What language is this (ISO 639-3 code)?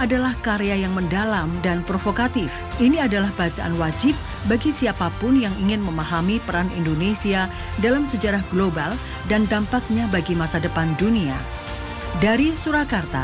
ind